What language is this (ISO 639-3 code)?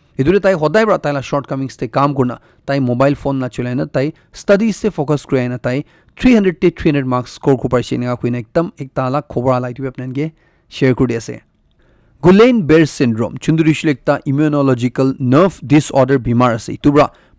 nag